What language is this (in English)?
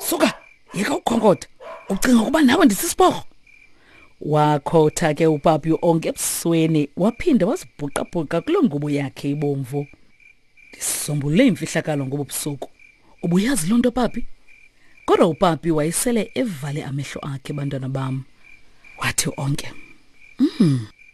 Xhosa